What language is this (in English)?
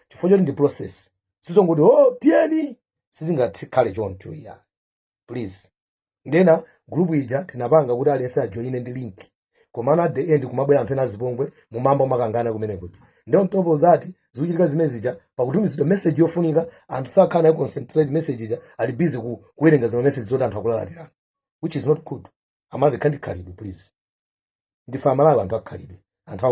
Nyanja